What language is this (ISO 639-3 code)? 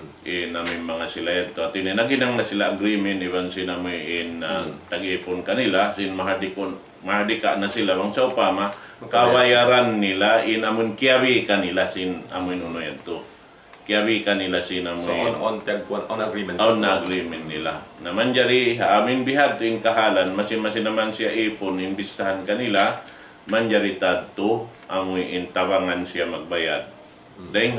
tsg